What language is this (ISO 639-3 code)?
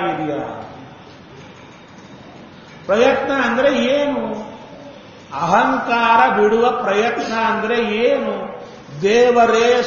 kan